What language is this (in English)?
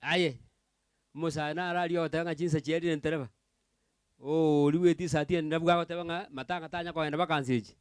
Gusii